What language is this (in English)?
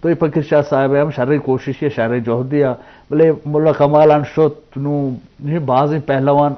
Eastern Balochi